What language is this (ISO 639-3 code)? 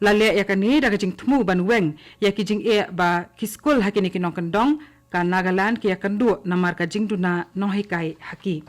kha